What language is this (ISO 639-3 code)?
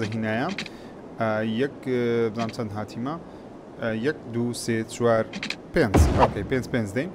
ckb